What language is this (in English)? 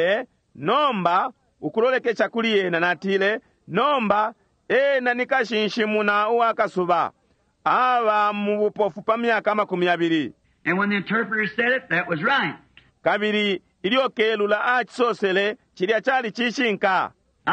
Bemba